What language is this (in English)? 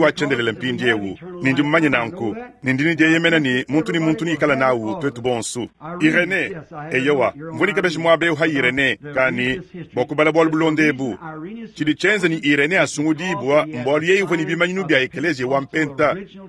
Luba-Lulua